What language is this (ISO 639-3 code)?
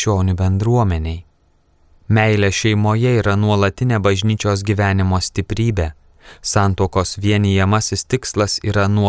lit